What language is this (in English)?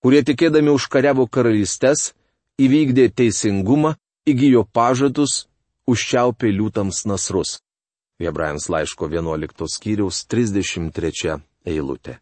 Lithuanian